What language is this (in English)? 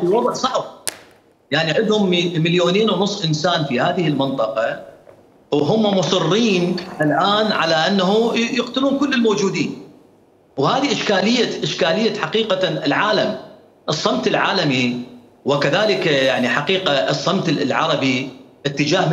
Mesopotamian Arabic